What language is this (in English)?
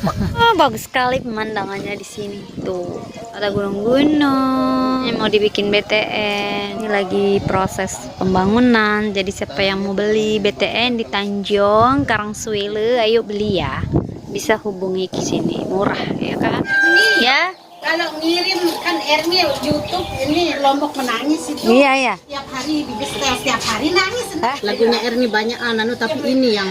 Sasak